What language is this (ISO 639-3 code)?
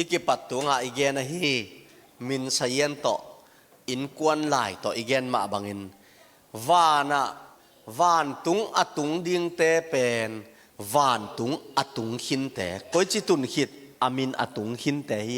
ctd